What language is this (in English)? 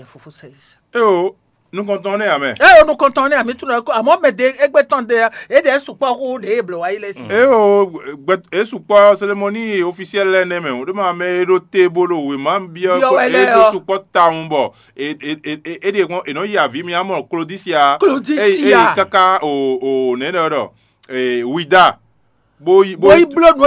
Fon